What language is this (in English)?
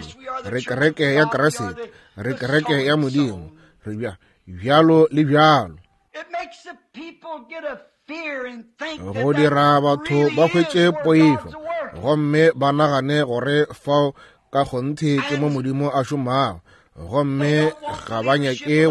Northern Sotho